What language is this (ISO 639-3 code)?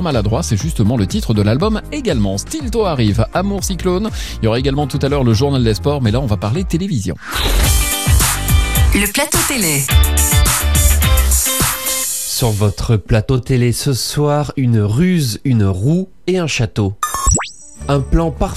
fra